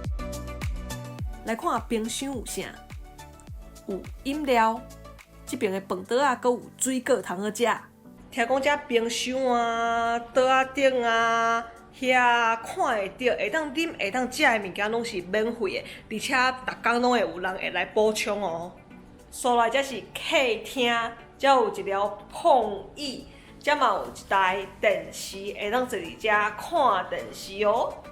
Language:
Min Nan Chinese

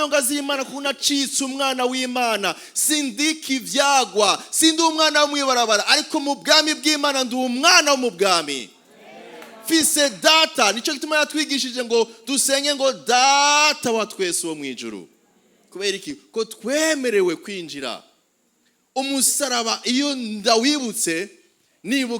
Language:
Rundi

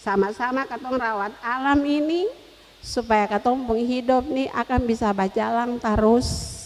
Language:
Ambonese Malay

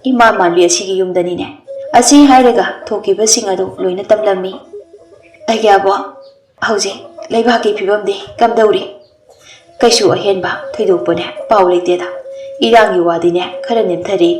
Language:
Manipuri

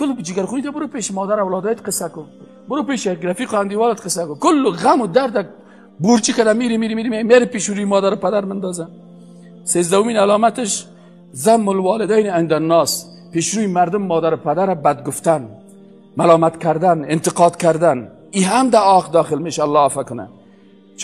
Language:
Persian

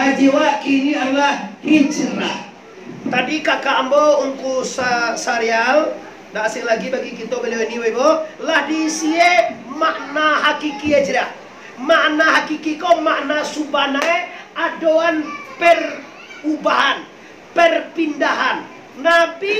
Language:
Minangkabau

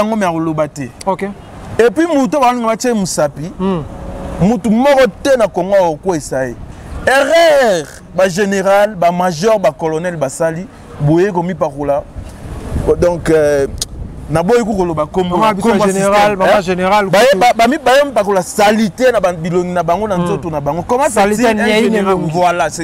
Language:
Lingala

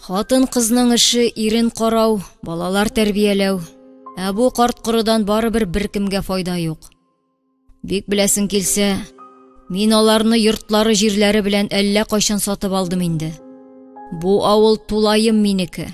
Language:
Tatar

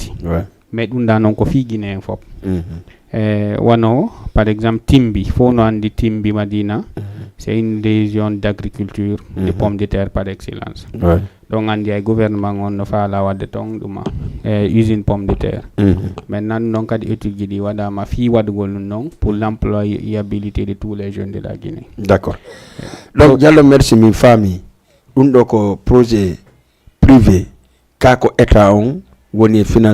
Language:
Fula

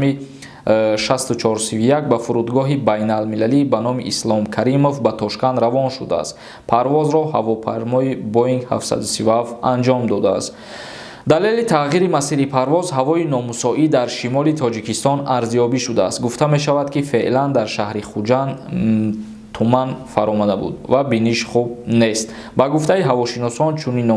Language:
Tajik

